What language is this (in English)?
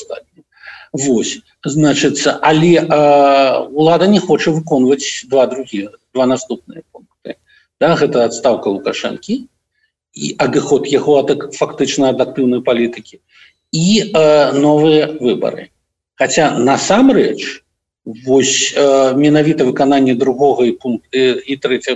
Belarusian